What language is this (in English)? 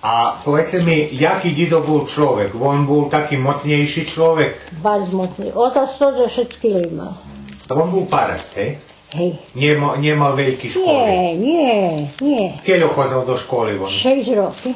Rusyn